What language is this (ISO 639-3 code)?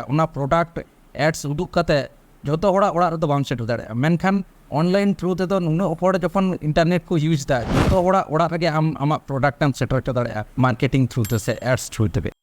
sat